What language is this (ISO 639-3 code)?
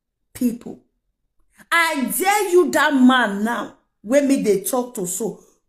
pcm